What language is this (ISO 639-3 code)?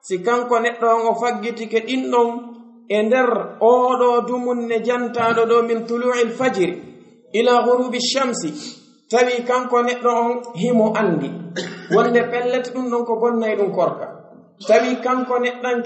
fuf